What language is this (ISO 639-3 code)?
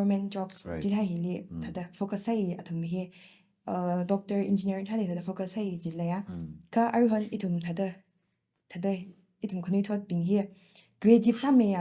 nmf